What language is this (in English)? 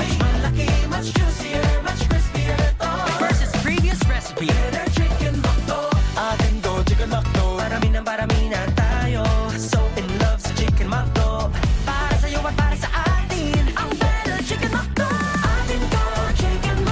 Bikol